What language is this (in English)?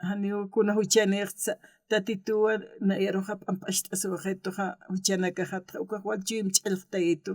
Aymara